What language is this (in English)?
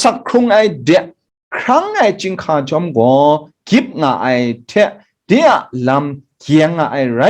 Kachin